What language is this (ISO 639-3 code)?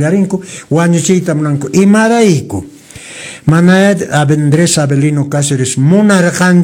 que